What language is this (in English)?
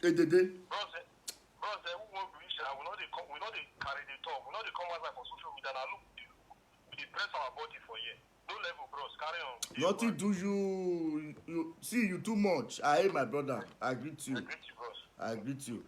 Nigerian Pidgin